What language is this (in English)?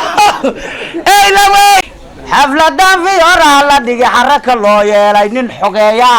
Somali